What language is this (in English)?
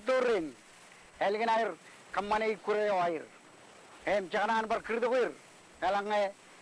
Marshallese